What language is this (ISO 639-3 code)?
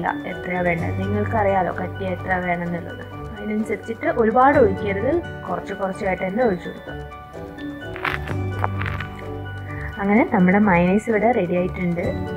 mal